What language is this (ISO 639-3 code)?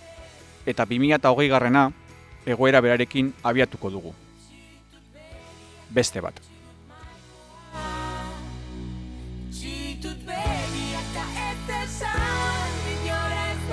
eus